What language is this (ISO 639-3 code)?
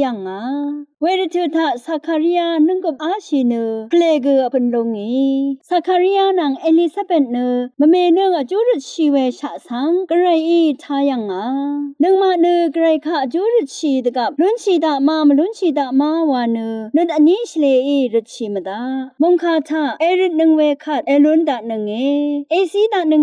raw